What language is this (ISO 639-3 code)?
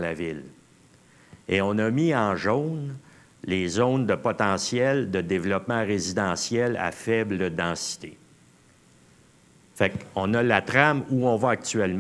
fra